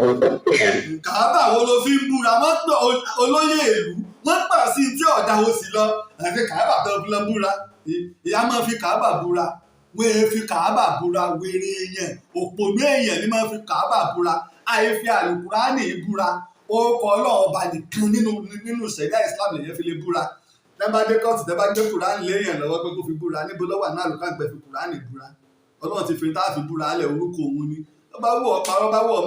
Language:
Yoruba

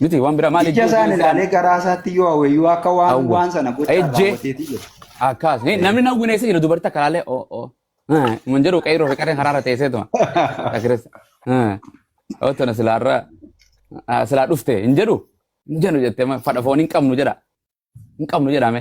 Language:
Oromo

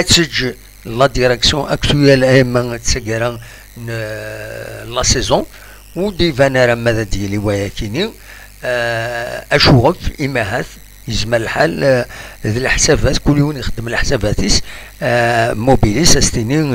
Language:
Kabyle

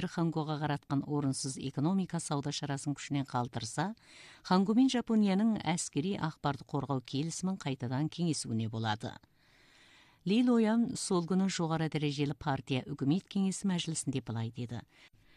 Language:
Kazakh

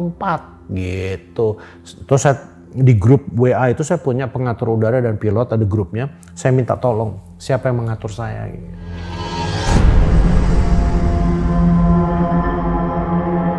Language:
Indonesian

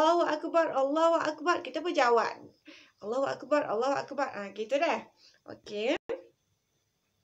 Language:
Malay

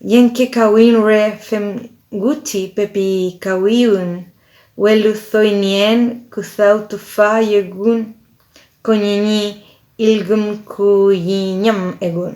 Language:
Mapuche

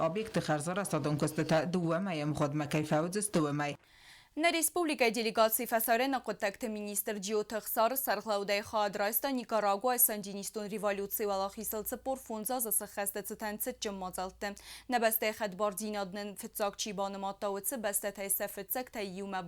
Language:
Ossetic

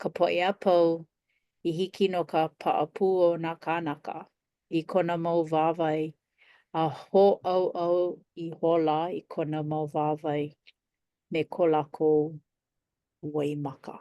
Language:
Hawaiian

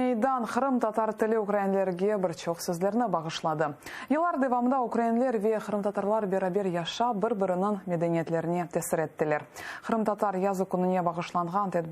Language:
Crimean Tatar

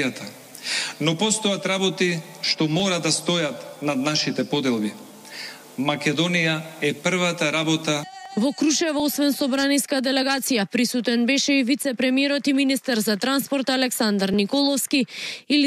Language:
Macedonian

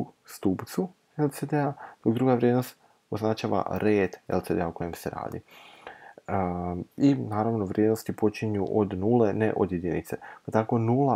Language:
Croatian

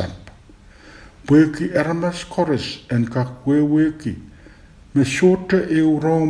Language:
Pohnpeian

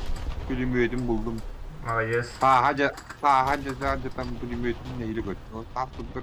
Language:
Yakut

